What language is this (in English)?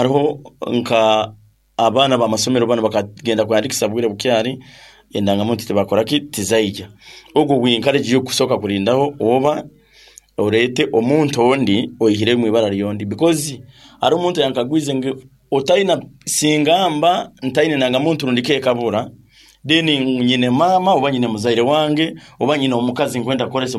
Nyankole